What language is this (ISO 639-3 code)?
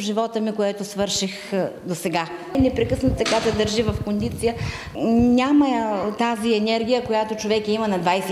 bul